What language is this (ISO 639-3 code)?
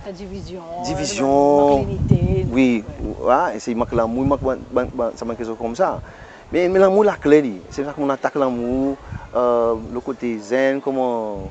crs